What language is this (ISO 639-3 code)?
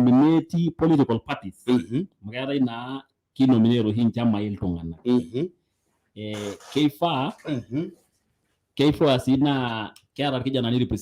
mas